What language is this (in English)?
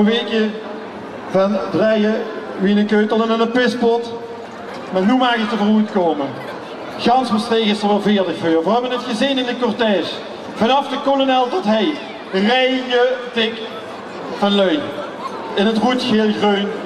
Limburgish